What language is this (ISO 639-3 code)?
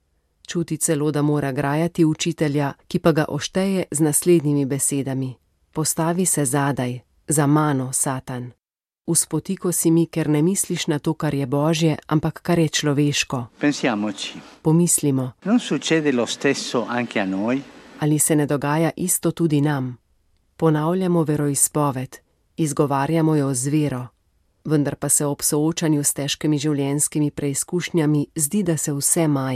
slv